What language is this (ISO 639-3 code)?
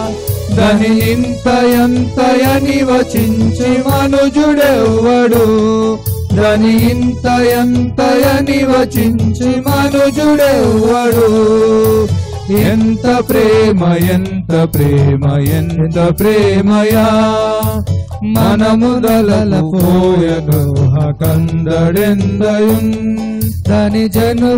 tel